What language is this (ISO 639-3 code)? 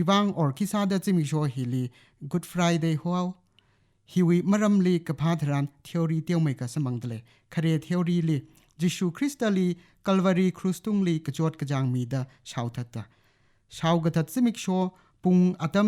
nmf